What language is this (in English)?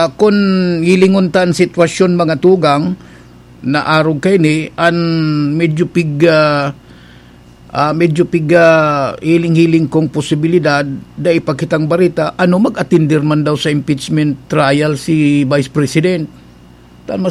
Bikol